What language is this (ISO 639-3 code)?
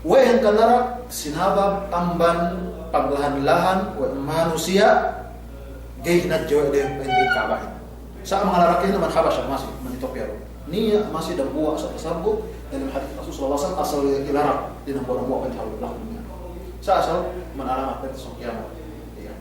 yka